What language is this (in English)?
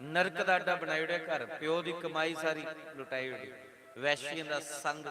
Dogri